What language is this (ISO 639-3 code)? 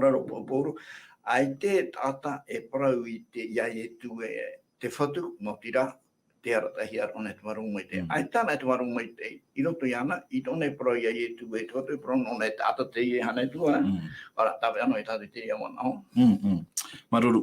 tah